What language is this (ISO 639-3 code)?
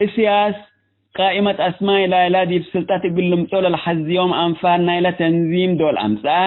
tig